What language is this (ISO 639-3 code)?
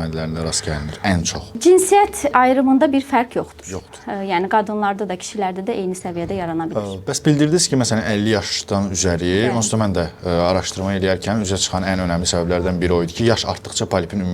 aze